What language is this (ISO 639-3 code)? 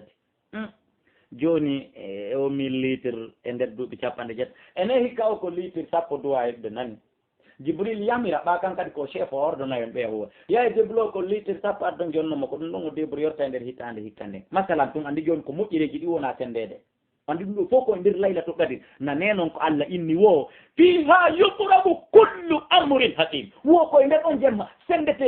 ful